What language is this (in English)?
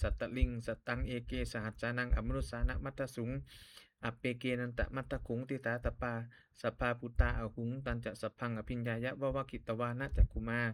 Pali